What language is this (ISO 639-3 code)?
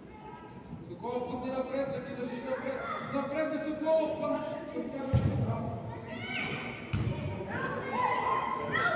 bul